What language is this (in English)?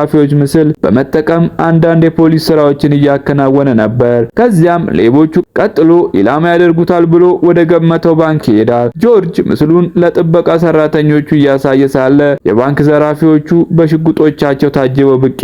Amharic